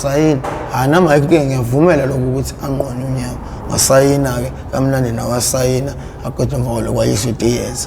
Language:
Zulu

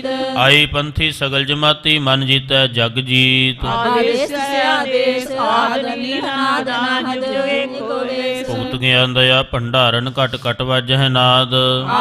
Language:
Punjabi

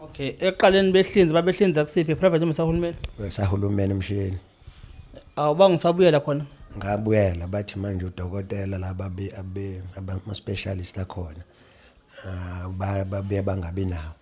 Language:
Zulu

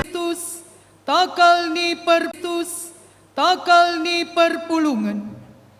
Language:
Batak Karo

